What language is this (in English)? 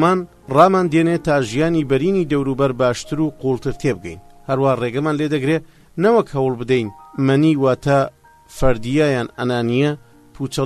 Central Kurdish